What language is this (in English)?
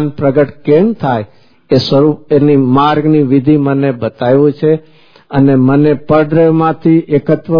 Gujarati